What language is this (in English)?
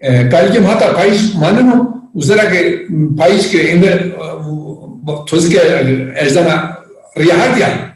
Zaza